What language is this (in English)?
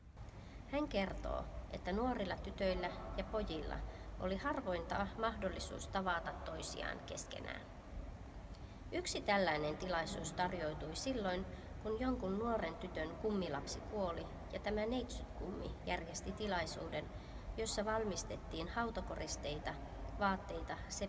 Finnish